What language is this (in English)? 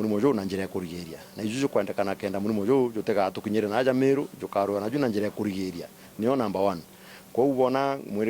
Meru